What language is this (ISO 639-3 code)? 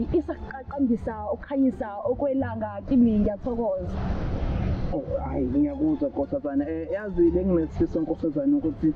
zul